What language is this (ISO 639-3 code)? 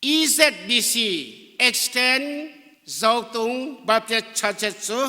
cnh